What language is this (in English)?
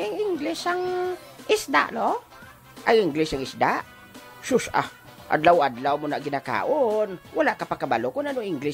Hiligaynon